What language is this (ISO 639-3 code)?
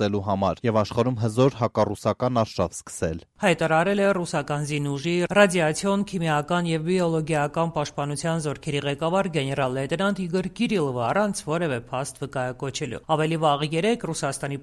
hye